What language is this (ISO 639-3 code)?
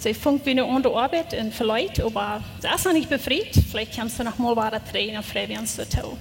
pdt